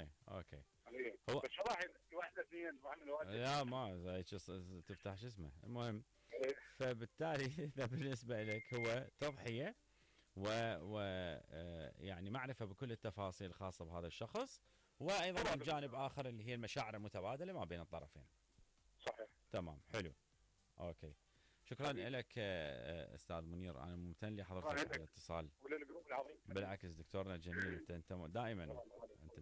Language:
Mesopotamian Arabic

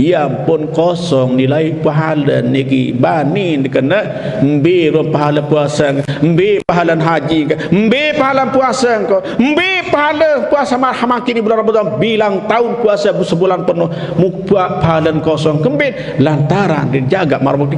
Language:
Sasak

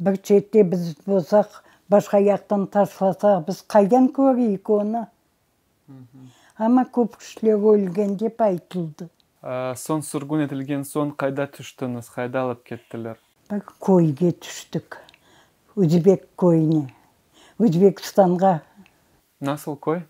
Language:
Crimean Tatar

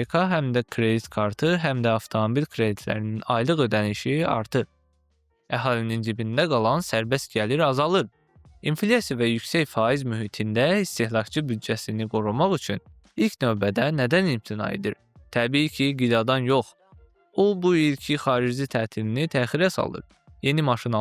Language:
Azerbaijani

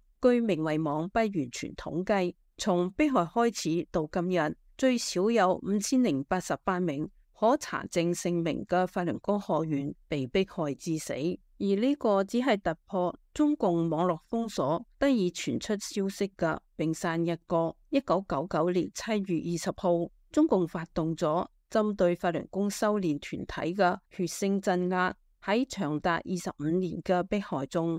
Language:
Cantonese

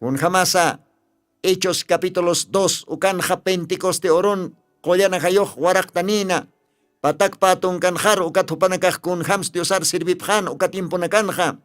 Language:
Aymara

